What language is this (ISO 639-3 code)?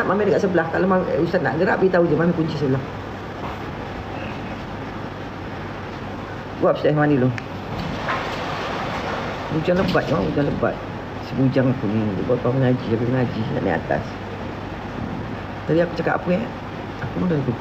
msa